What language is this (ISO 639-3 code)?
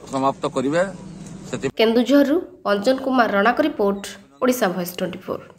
ori